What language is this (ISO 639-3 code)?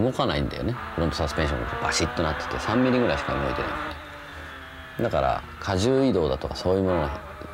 jpn